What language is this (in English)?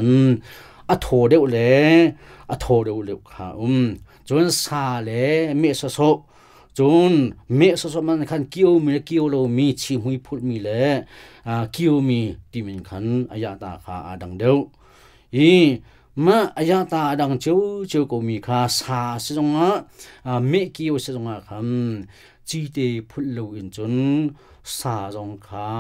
Hakha Chin